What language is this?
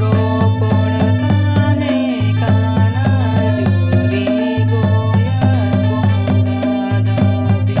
Santali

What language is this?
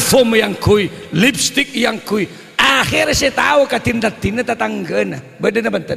Madurese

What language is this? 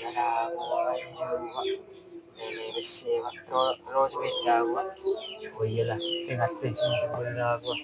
Madurese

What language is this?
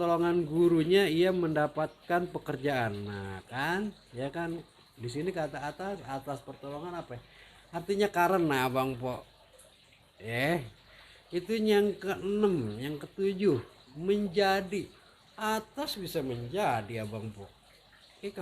Betawi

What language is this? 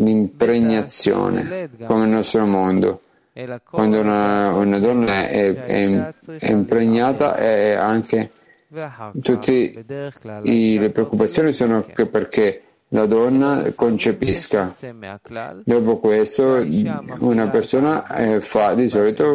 Italian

